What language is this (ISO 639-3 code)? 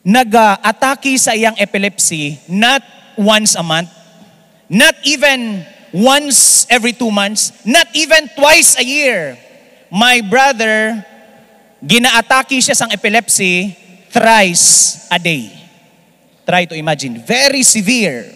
hil